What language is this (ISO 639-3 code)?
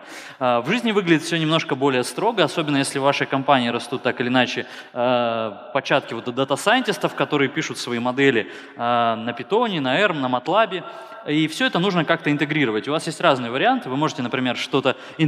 rus